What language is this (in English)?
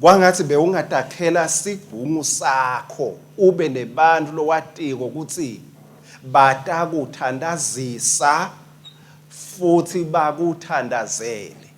Swati